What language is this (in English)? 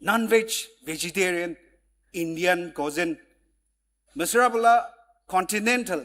Ao Naga